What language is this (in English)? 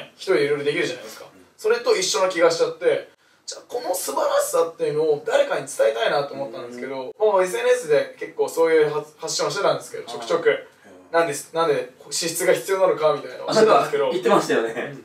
Japanese